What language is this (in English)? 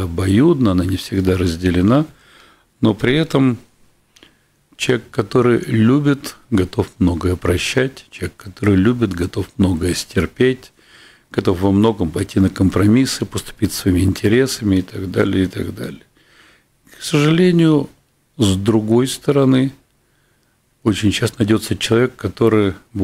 Russian